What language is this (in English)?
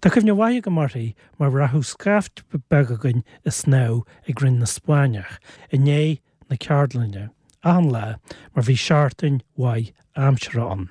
Irish